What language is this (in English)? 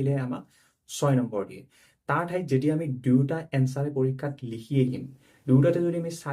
Assamese